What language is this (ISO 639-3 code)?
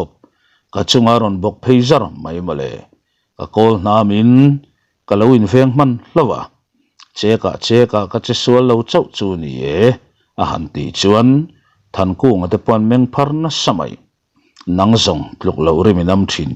lus